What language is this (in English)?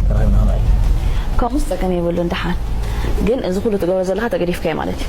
Tigrinya